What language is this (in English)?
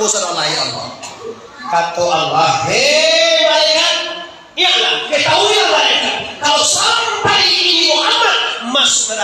Minangkabau